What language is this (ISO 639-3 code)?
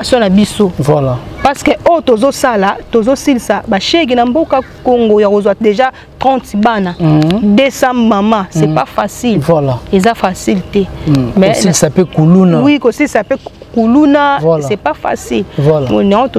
lin